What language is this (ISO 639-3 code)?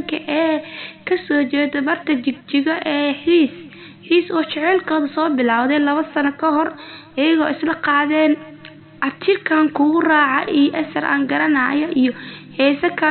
som